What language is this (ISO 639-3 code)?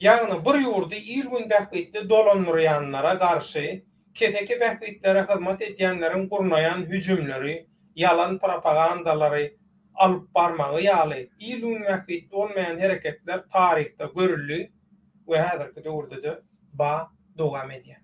tuk